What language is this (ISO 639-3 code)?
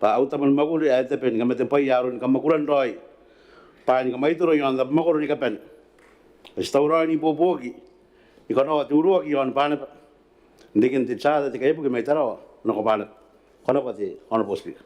gil